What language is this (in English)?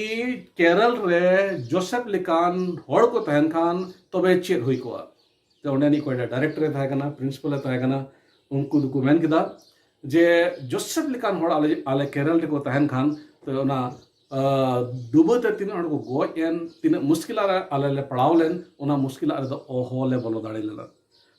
Santali